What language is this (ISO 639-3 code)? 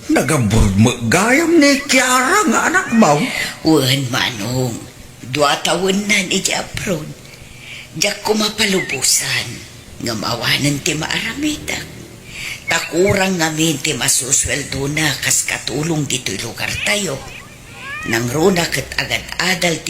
ilo